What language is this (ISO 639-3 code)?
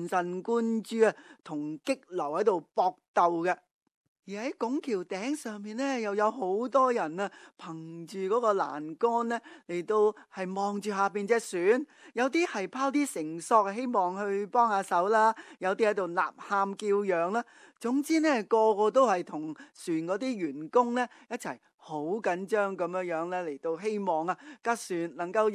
yue